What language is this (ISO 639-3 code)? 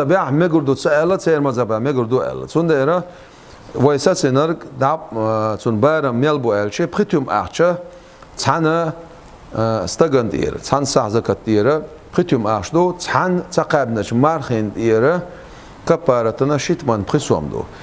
che